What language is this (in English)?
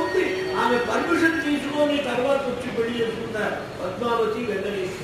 Telugu